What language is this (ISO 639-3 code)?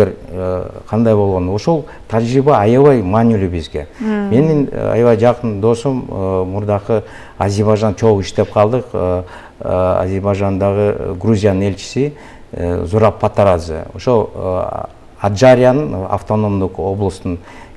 kir